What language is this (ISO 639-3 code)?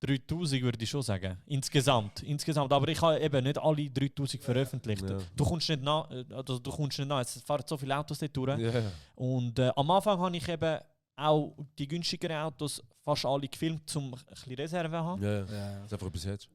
gsw